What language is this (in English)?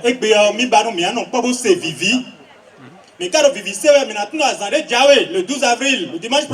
Fon